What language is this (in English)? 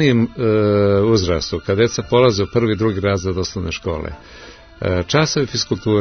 Serbian